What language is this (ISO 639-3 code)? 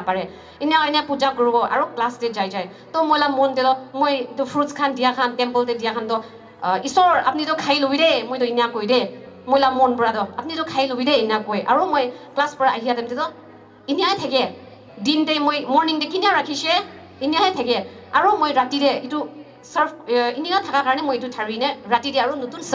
nag